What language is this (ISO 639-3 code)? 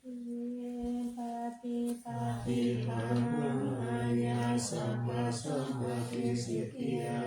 pli